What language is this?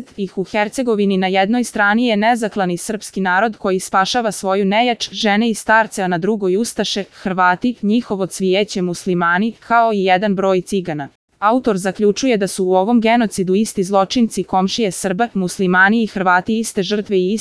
Serbian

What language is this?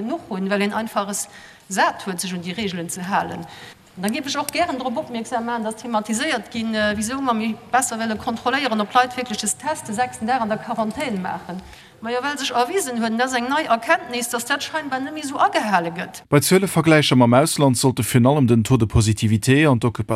Luxembourgish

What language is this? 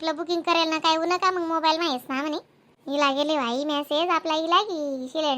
Khandesi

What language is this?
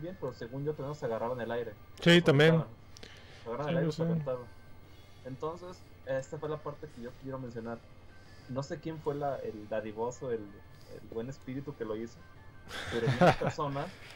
Spanish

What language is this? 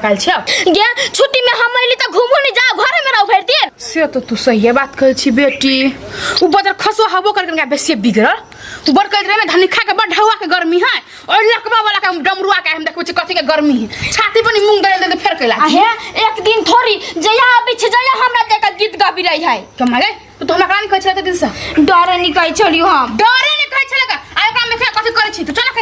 Maithili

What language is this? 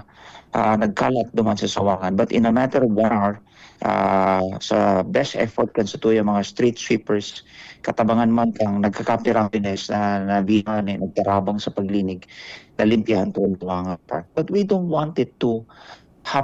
Bikol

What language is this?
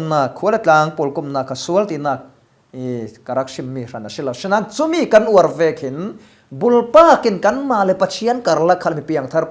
Falam Chin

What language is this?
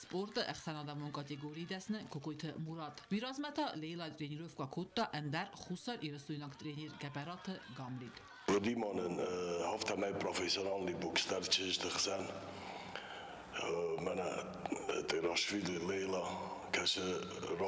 Ossetic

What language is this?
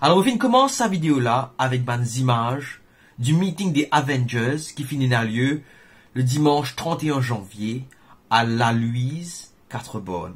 Morisyen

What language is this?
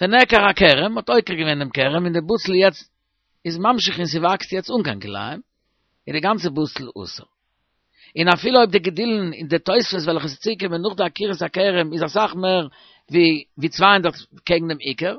Yiddish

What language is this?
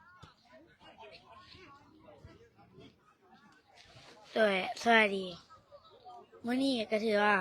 Lao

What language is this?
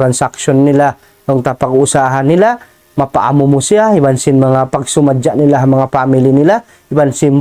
Tausug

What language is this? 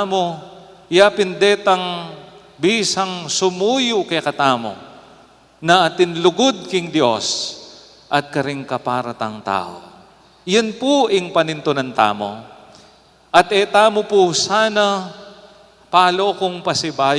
Pampanga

